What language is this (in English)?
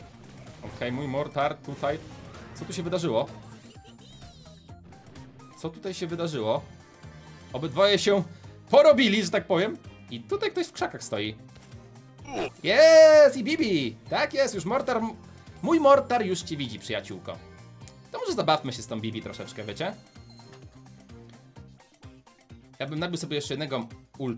Polish